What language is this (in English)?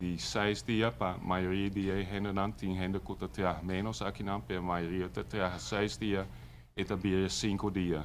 Papiamento